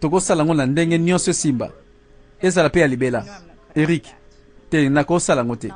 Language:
Lingala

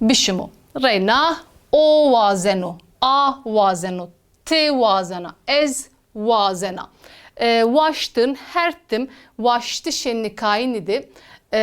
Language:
Zaza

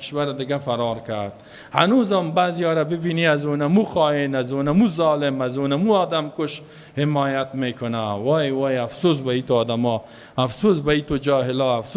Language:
Persian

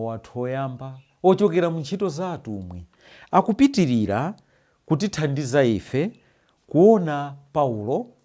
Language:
Nyanja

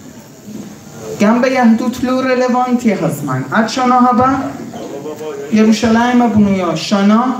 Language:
Hebrew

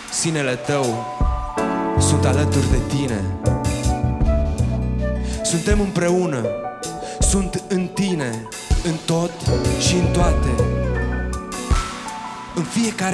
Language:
Romanian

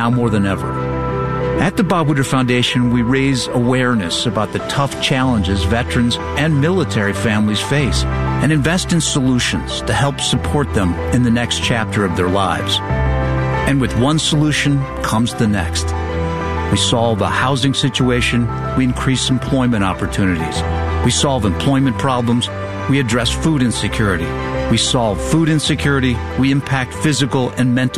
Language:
English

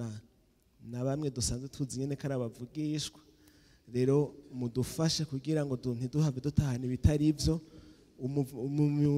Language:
Rundi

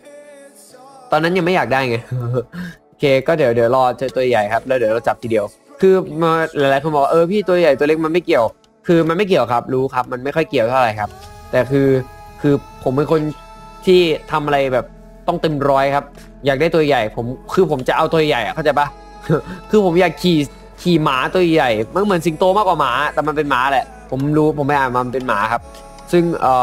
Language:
Thai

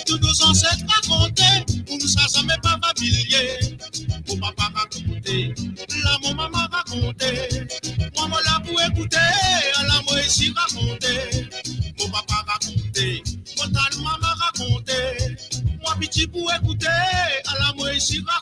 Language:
Morisyen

